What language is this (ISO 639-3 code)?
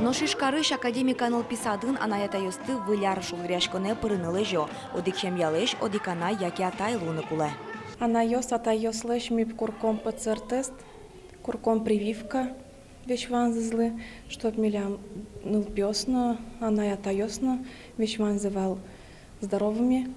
udm